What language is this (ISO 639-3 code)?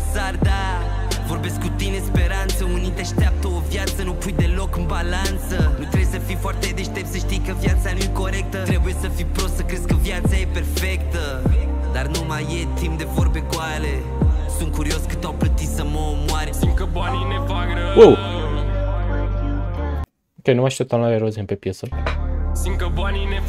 ron